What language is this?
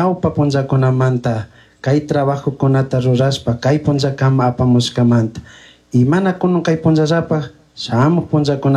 Chimborazo Highland Quichua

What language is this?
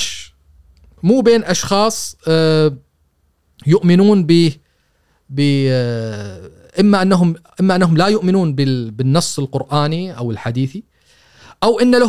Gulf Arabic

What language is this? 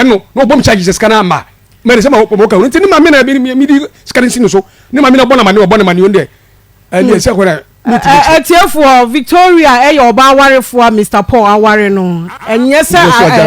Akan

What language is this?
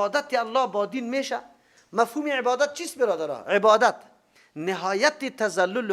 Persian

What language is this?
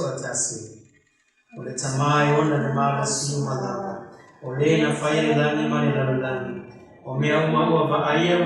Samoan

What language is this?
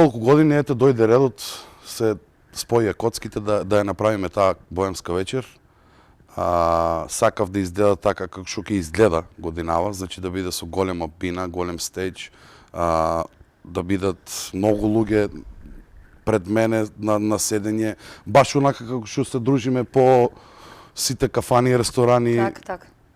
Macedonian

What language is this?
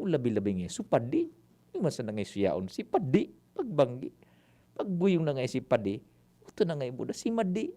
Bikol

